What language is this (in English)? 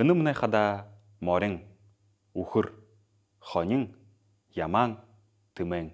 Buriat